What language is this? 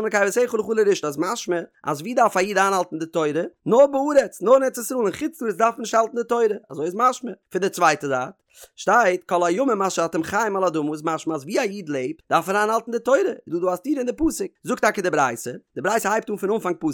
Yiddish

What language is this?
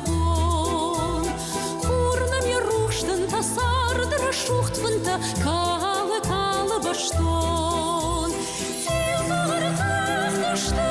Ossetic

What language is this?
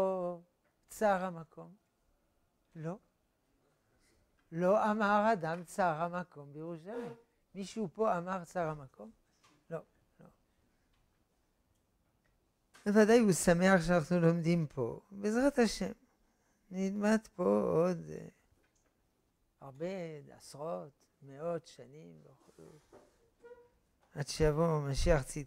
Hebrew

